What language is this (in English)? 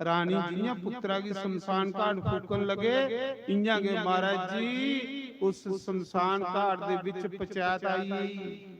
Dogri